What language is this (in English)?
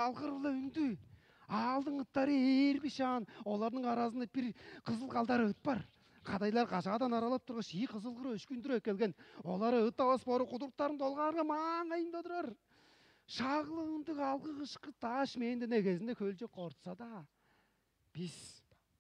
Tuvinian